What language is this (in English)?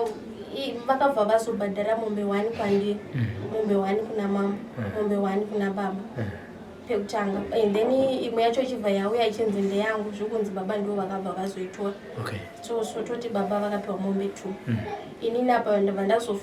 Shona